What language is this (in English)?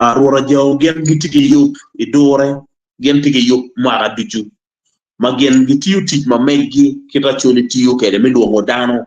Acoli